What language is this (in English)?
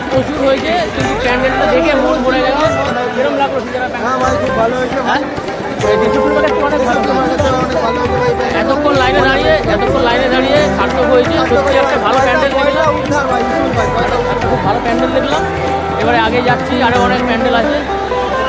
Bangla